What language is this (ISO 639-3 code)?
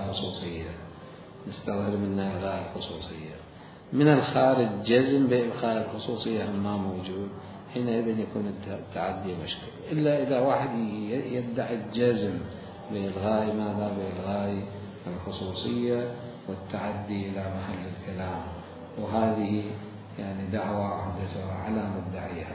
acm